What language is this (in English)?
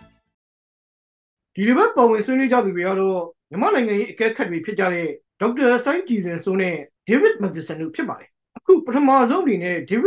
Burmese